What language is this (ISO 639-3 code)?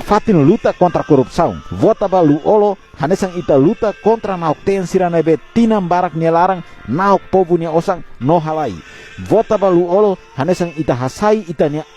tet